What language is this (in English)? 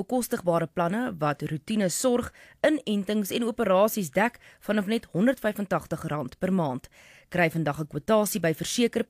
Afrikaans